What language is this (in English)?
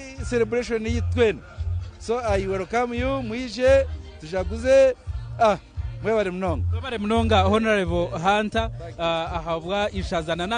Nyankole